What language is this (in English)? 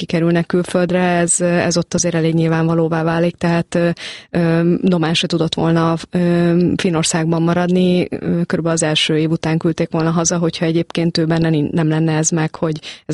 Hungarian